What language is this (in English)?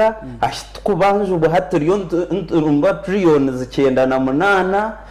Nyankole